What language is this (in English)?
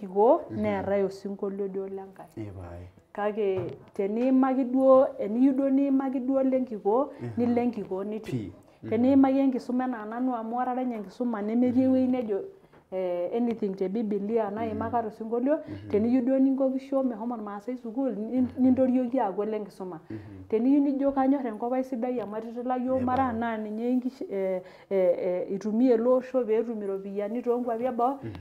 Masai